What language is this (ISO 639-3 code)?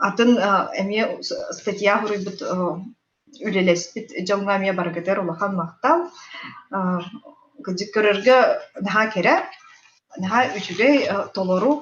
sah